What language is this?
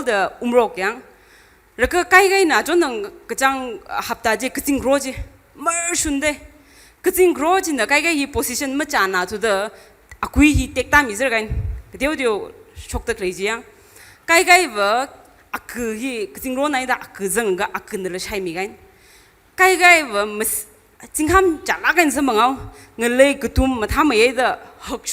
Tangkhul Naga (India)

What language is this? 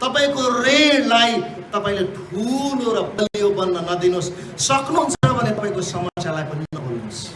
Nepali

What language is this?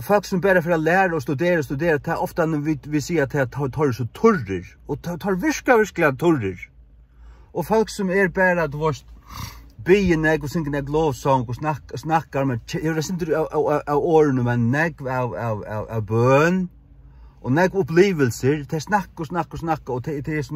Faroese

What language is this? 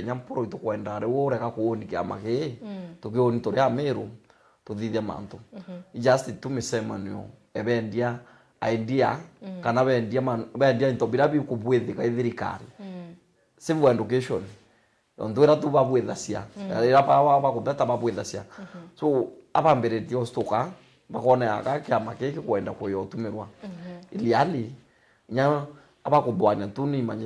Meru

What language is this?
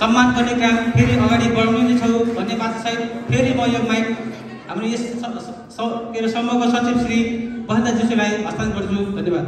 Nepali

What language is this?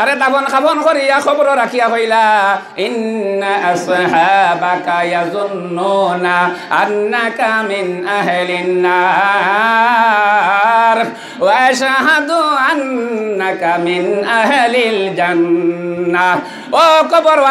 Sylheti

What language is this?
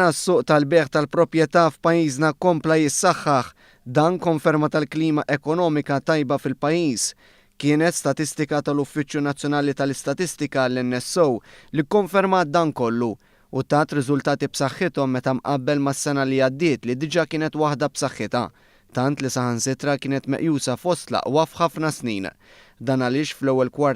Maltese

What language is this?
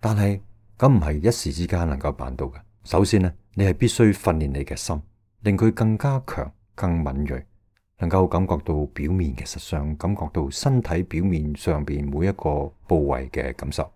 Cantonese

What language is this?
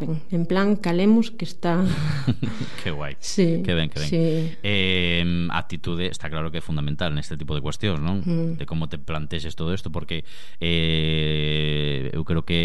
Galician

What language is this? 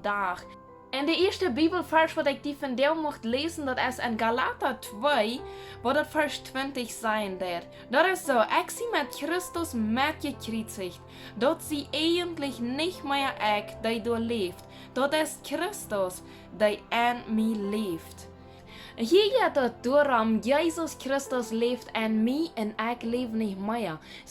Plautdietsch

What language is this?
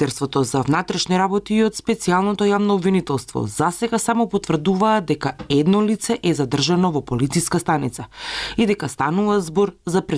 Macedonian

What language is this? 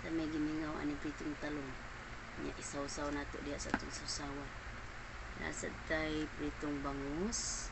Cebuano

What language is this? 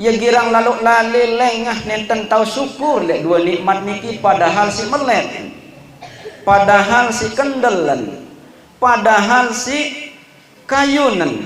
Sasak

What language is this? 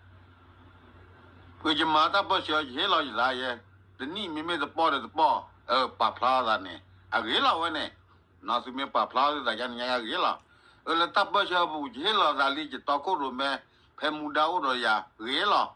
S'gaw Karen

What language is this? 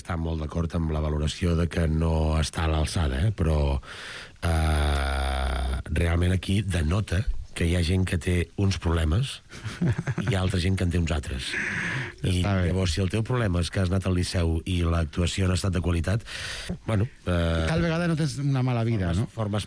Catalan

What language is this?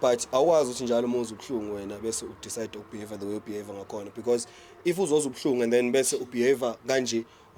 Zulu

